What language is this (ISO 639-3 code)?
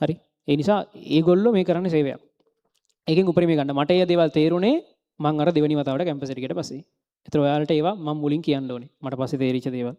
sin